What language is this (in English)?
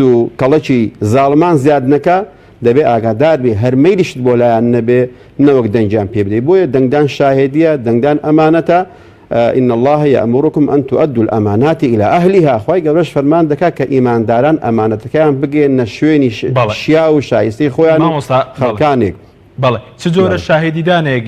Central Kurdish